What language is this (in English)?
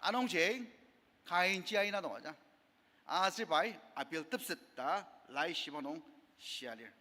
Ao Naga